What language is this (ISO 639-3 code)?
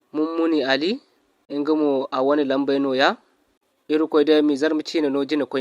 dje